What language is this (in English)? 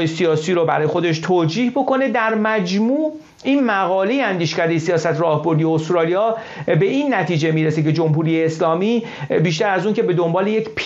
Persian